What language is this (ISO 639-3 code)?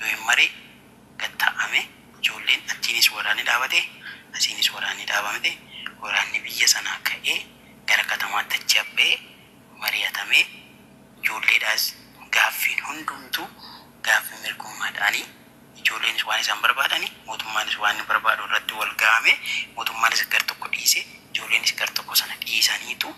orm